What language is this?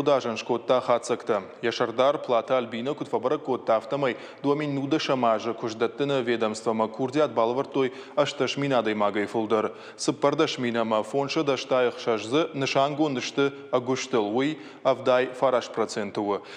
Ossetic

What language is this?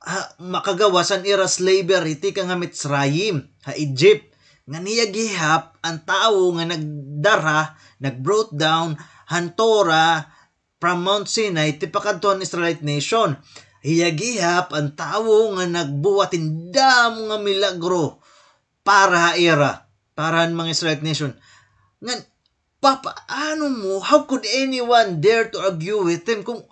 Waray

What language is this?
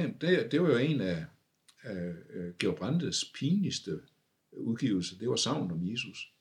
Danish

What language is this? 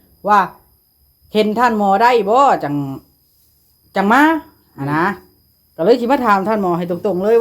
Northeastern Thai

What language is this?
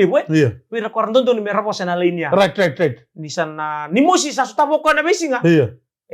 Fijian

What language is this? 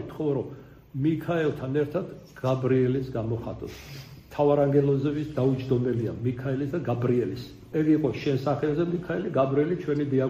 Georgian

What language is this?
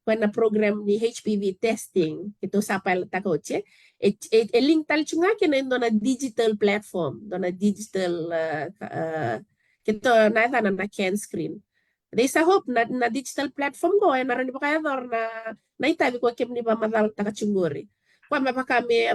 Fijian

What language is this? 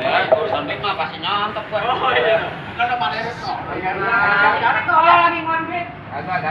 Betawi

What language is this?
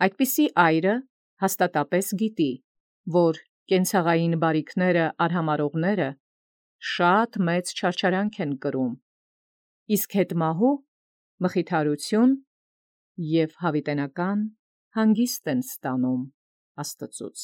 Armenian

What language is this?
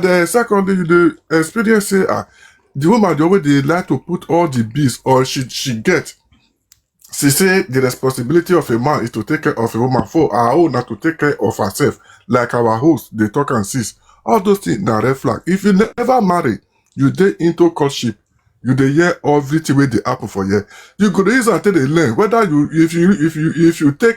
Nigerian Pidgin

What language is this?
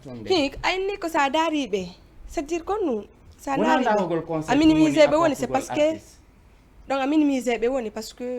Fula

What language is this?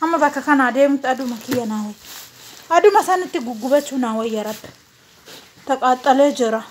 Oromo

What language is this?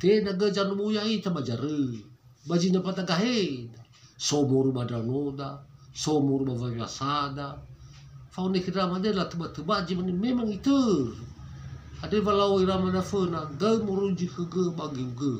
Nias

